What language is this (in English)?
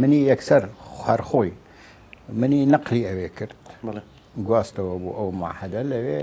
Central Kurdish